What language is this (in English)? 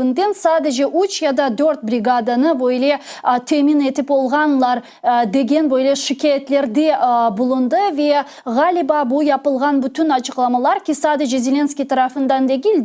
Crimean Tatar